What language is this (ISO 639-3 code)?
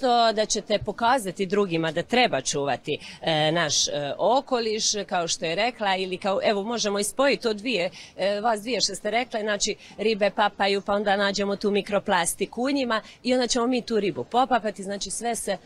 hrv